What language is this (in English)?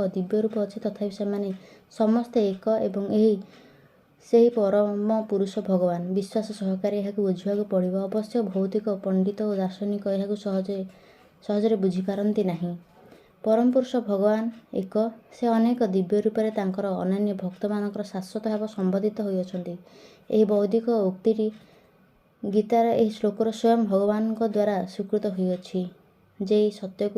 Odia